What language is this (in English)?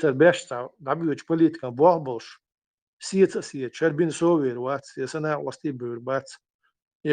Chechen